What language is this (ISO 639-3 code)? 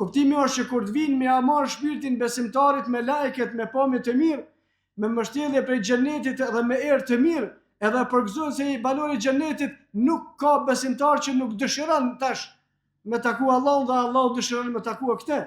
sqi